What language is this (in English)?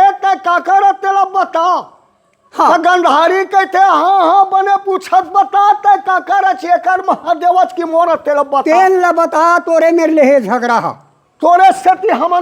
Chhattisgarhi